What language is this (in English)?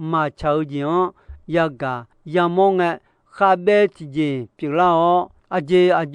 Akha